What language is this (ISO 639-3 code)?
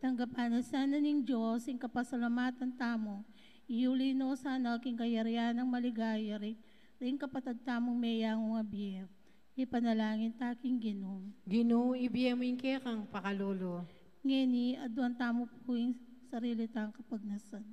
pam